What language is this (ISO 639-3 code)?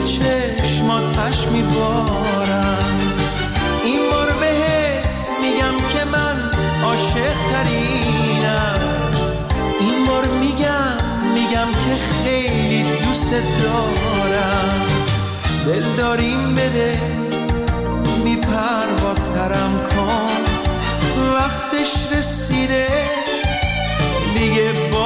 fas